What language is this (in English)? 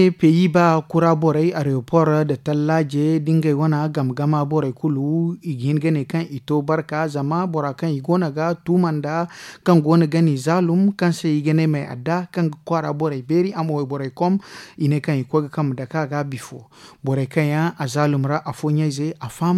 Zarma